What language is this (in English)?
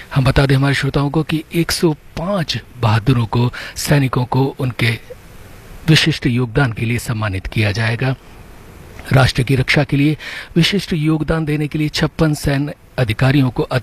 Hindi